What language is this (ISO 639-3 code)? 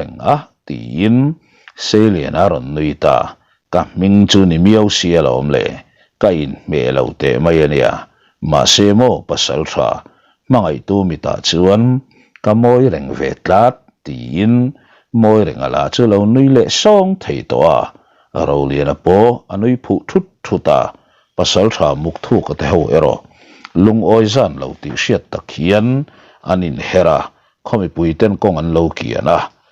lus